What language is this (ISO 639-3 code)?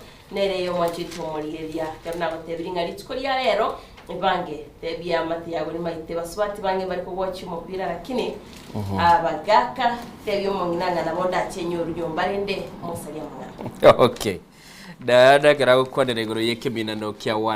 guz